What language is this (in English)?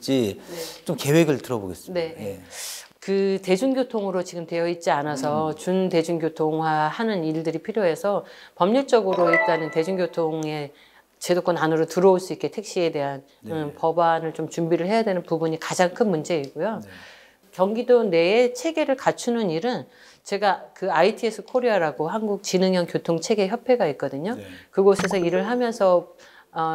Korean